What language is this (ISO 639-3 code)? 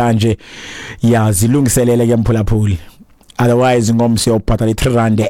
xho